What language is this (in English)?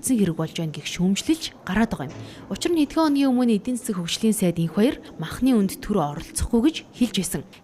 Mongolian